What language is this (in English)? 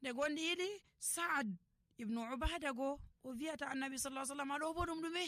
Nigerian Fulfulde